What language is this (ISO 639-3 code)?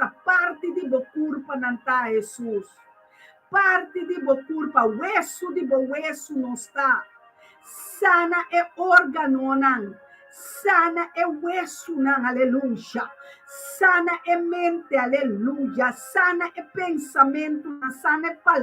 pap